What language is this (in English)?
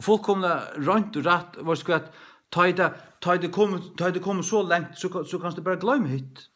Faroese